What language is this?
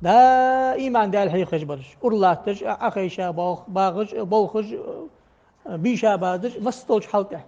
Ingush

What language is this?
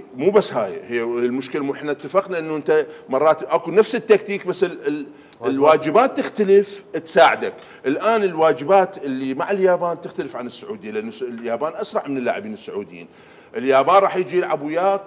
Mesopotamian Arabic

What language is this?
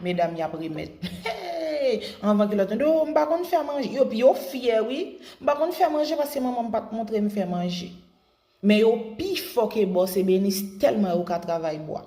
Haitian Creole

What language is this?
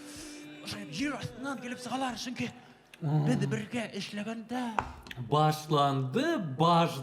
Bashkir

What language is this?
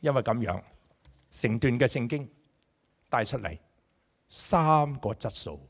Cantonese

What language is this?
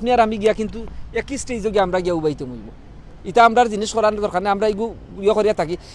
Sylheti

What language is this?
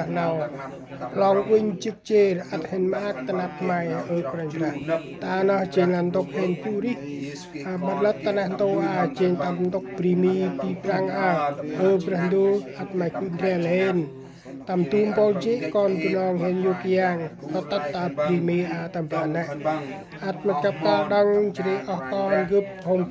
Central Mnong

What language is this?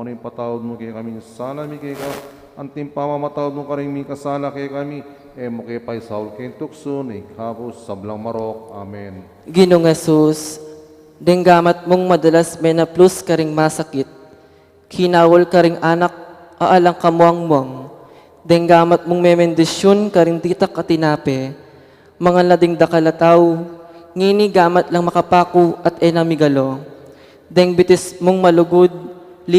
Pampanga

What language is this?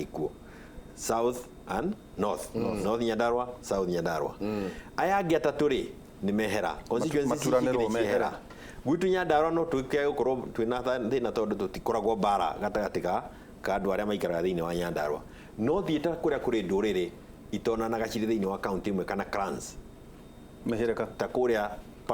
Kikuyu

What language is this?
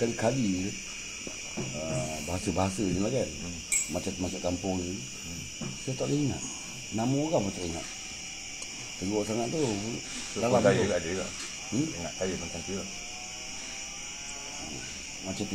Malay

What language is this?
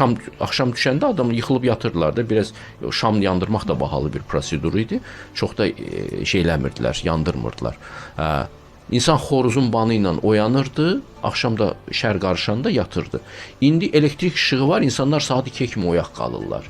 Azerbaijani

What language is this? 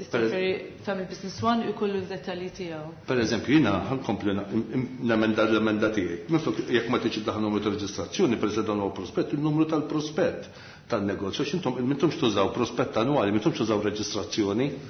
Maltese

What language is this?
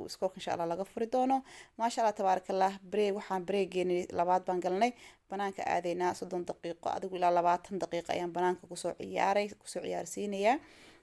Somali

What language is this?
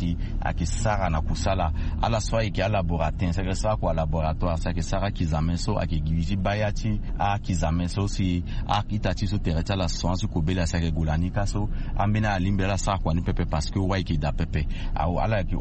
Sango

